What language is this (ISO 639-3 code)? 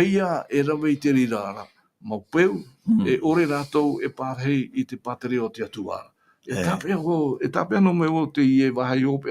tah